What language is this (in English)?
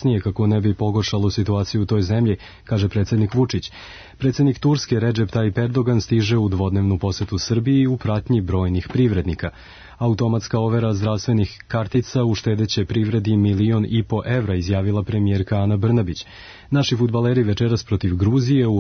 Serbian